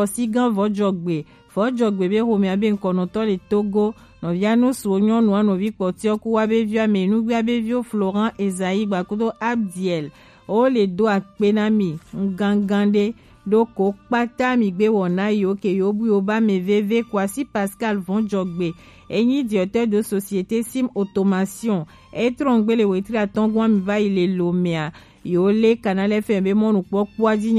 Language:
Gen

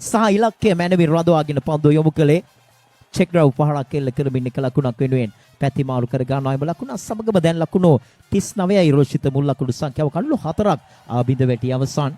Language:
Sinhala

